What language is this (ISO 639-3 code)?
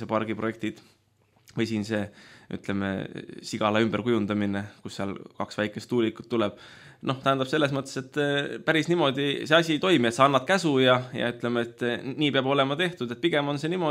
est